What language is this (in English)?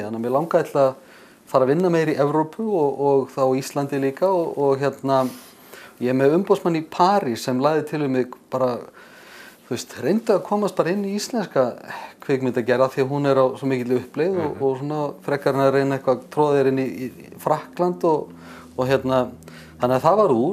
Icelandic